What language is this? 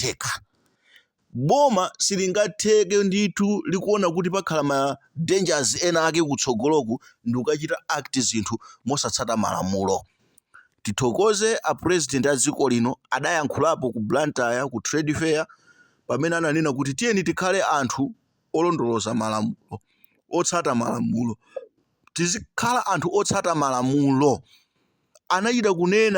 Nyanja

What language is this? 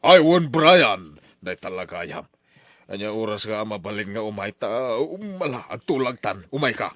Iloko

